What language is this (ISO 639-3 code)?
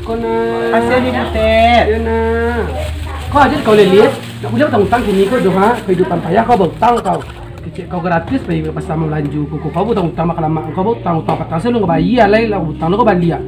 min